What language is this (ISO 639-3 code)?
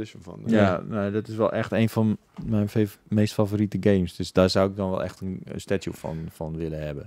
nld